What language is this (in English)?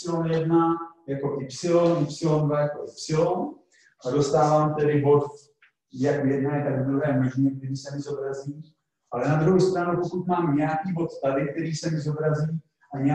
Czech